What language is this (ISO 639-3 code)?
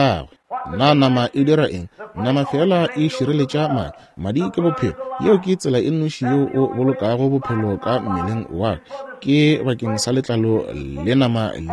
nso